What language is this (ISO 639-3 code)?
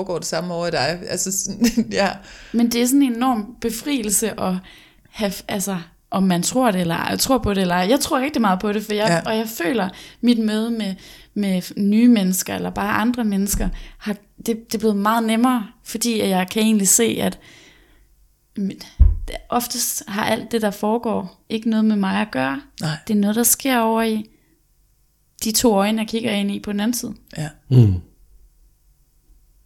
dan